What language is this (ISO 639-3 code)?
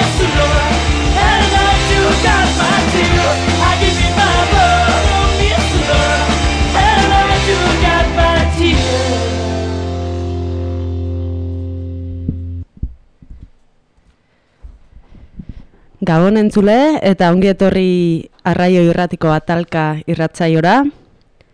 eus